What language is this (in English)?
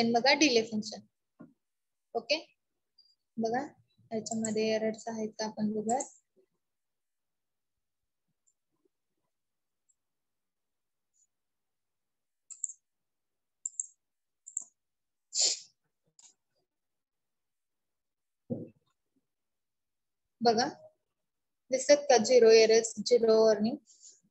Marathi